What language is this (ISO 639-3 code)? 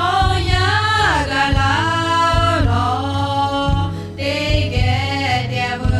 lhu